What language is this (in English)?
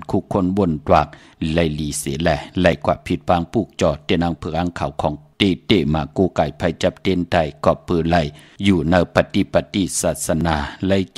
Shan